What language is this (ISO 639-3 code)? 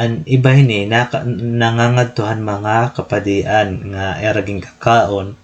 war